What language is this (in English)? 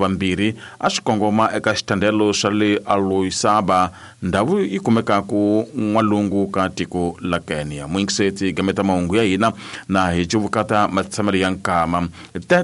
Tsonga